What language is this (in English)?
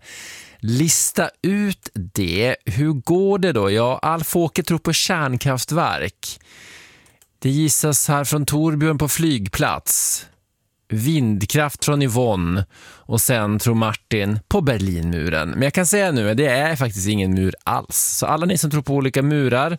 Swedish